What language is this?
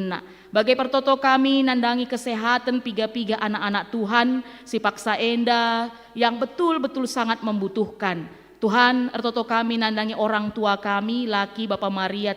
Batak Karo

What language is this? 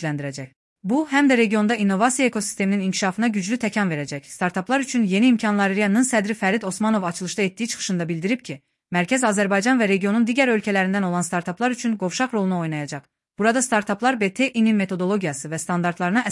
Azerbaijani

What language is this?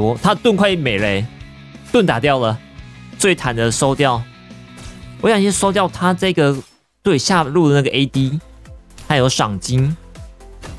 Chinese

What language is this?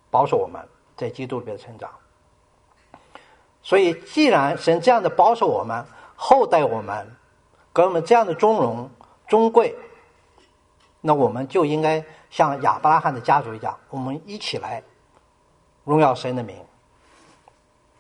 Chinese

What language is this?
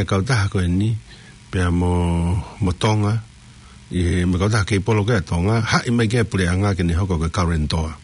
Tongan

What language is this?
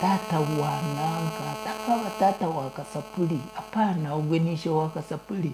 Nyankole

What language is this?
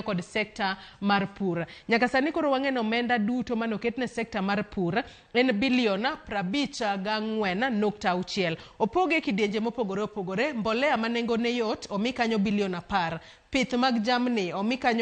Luo (Kenya and Tanzania)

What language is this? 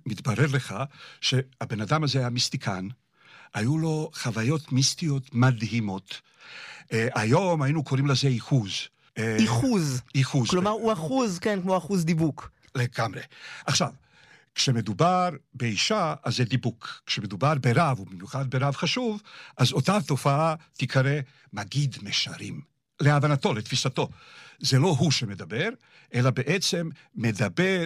Hebrew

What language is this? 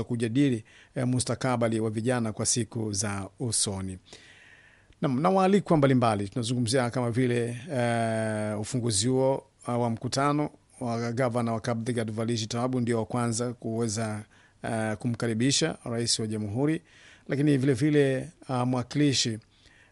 Swahili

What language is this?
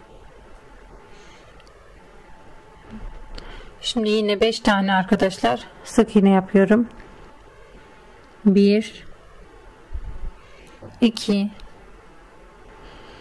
Turkish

